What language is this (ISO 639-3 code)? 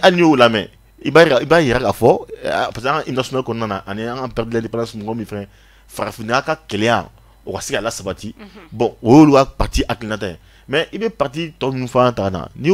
bam